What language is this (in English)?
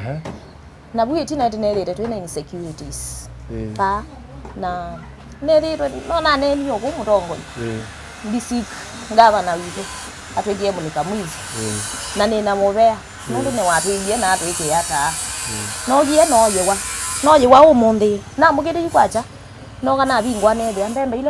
Kamba